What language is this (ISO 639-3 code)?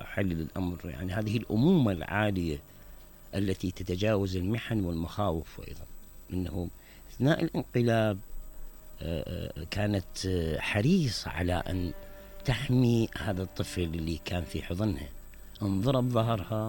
acm